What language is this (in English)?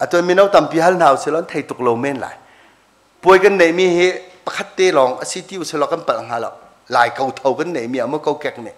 Hakha Chin